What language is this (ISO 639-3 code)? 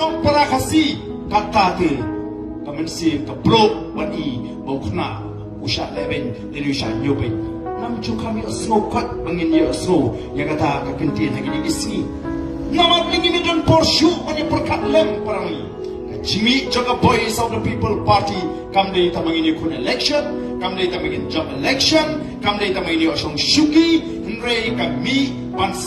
kha